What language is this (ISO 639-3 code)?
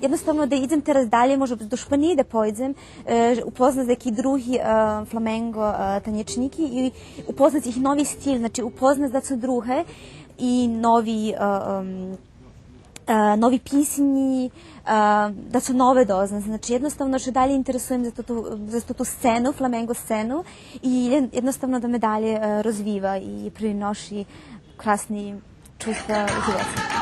rue